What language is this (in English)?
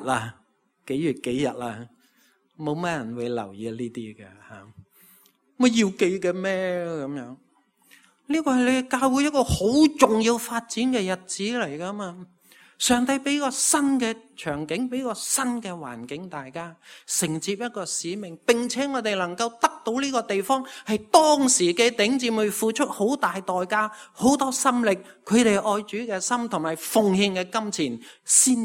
Cantonese